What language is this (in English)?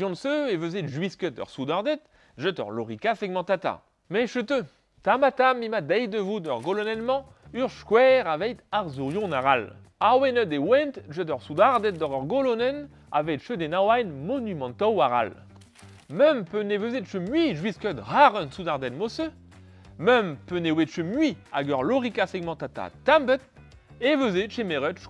Breton